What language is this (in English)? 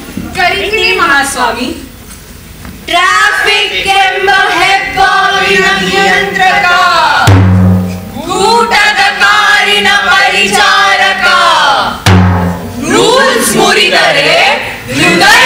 Kannada